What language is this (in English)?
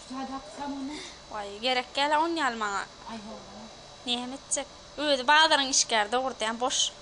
Turkmen